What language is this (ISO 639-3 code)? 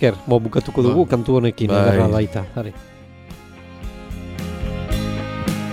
eus